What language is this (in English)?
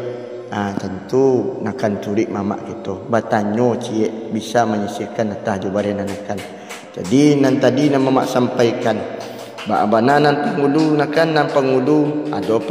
Minangkabau